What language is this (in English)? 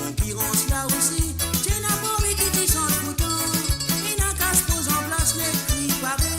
Morisyen